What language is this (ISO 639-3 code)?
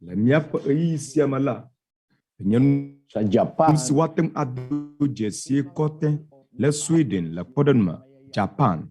ewe